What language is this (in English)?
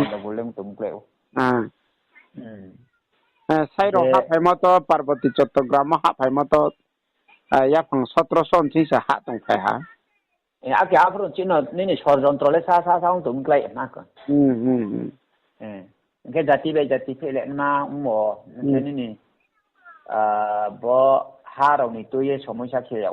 Riang (India)